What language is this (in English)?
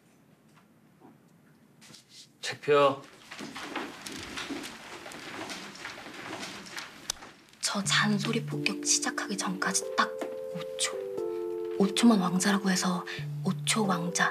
Korean